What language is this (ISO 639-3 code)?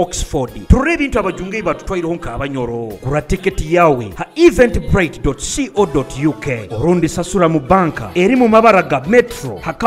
nyo